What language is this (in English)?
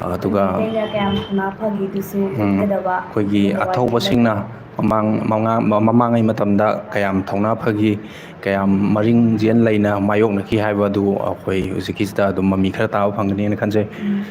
Manipuri